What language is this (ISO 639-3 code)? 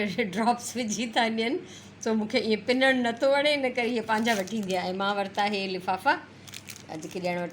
snd